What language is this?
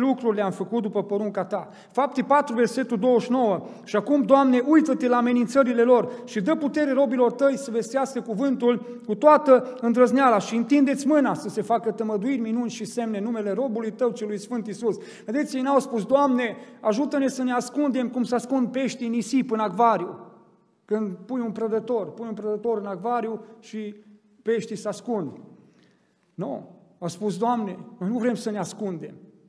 Romanian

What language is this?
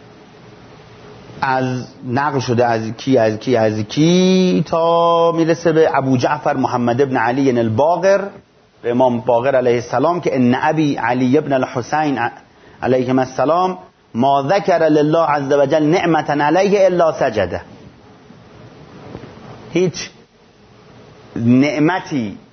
Persian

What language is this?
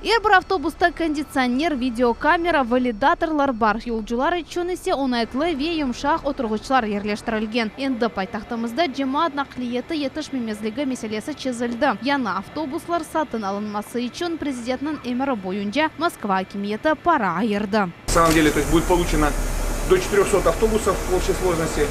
Crimean Tatar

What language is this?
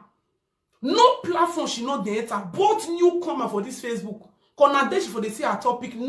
Nigerian Pidgin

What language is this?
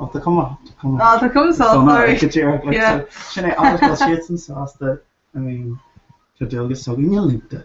Irish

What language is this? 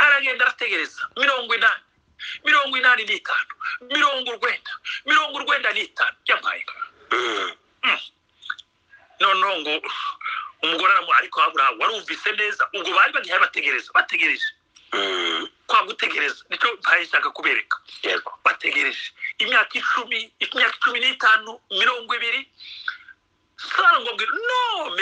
Kinyarwanda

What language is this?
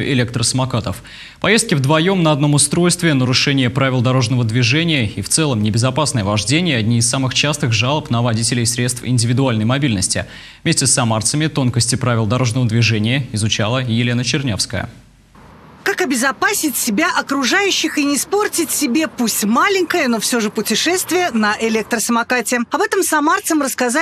Russian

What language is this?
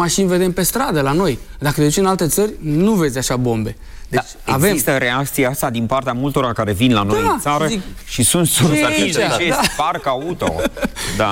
Romanian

